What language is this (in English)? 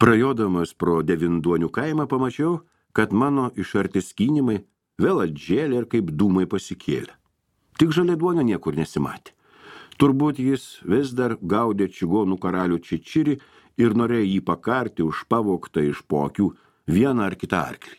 Lithuanian